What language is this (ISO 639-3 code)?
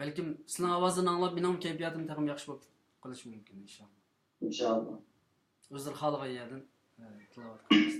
uig